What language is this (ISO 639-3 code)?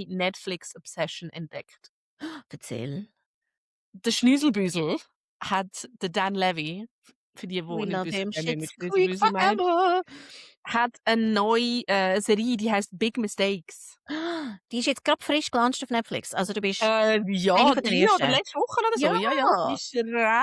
gsw